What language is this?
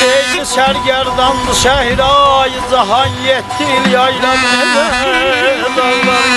South Azerbaijani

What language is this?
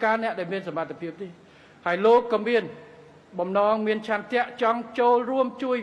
Khmer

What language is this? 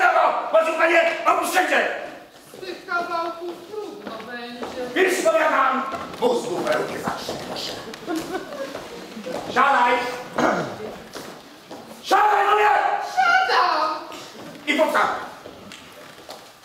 Polish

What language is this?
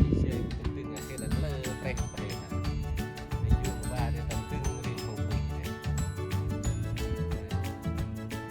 Central Mnong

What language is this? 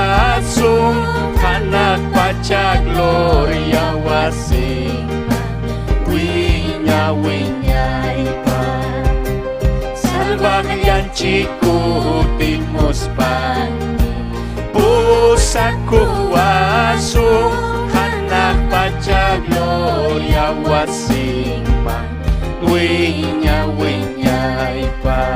Ayacucho Quechua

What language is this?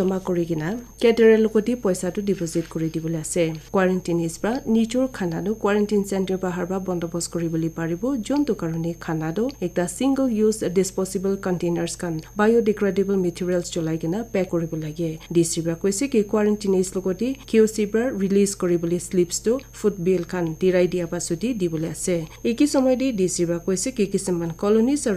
Naga Pidgin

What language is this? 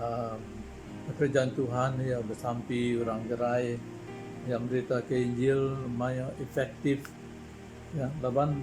Iban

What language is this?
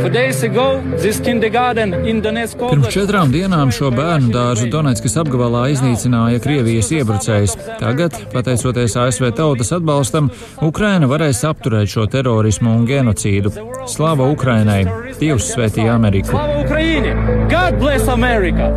Latvian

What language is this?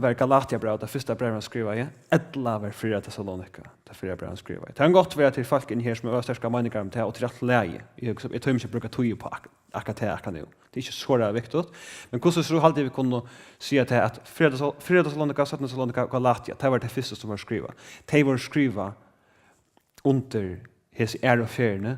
Faroese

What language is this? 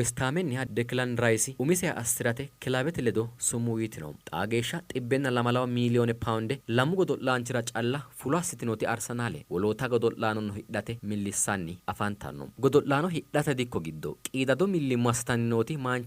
Sidamo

